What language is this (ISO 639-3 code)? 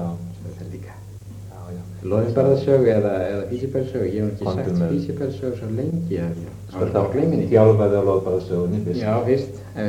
isl